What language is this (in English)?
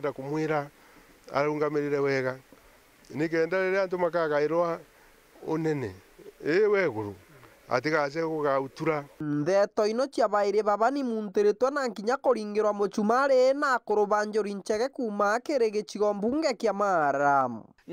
Meru